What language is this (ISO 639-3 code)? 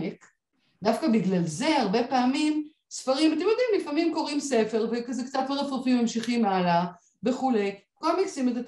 heb